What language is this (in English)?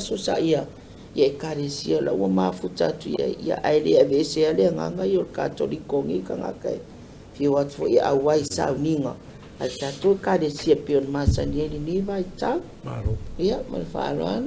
Samoan